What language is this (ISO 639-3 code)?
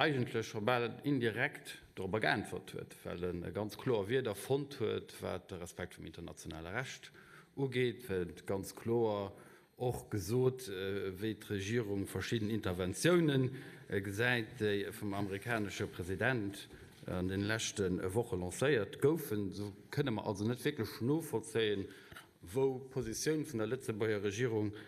ltz